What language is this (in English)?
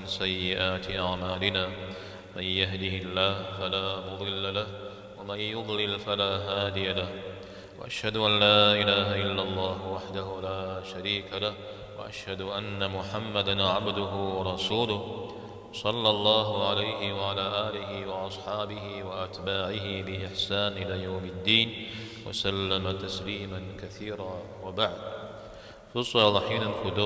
Kabardian